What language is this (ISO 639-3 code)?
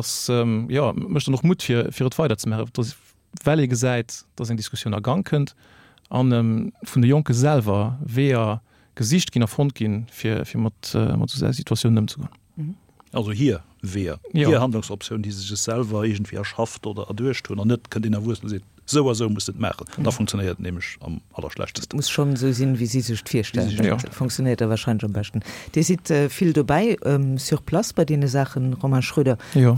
ltz